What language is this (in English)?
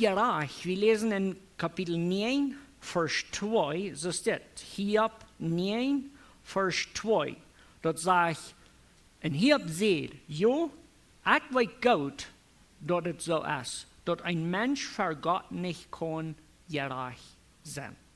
Plautdietsch